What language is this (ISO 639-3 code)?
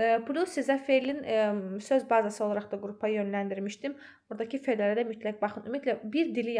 aze